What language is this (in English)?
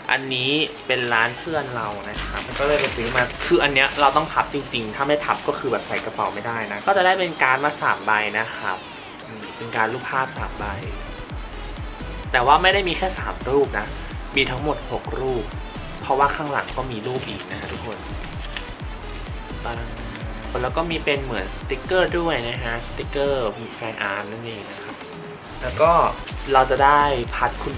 Thai